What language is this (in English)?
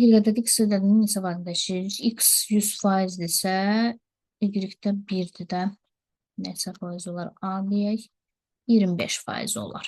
Azerbaijani